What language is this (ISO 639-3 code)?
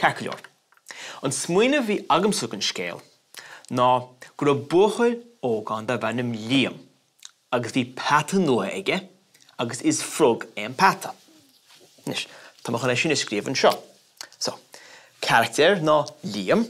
gle